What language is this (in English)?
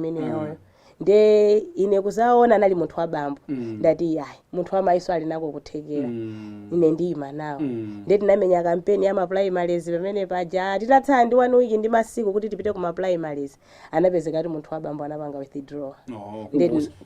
Nyanja